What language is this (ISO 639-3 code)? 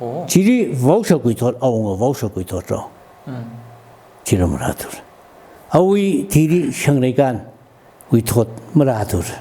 nmf